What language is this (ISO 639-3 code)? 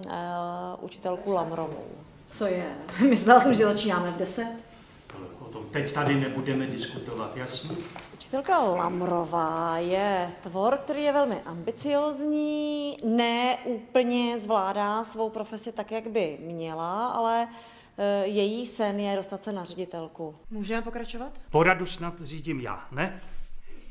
ces